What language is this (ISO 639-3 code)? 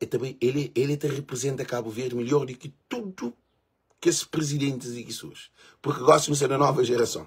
kea